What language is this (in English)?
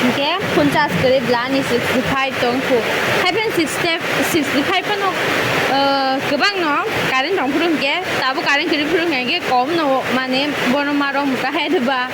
Kok Borok